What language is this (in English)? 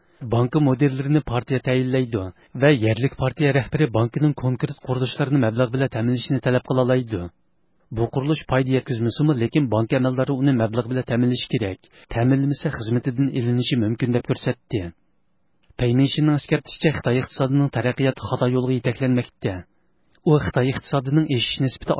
Uyghur